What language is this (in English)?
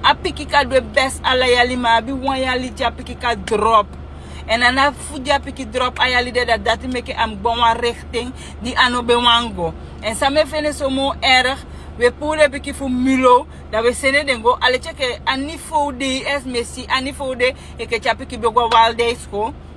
Sranan Tongo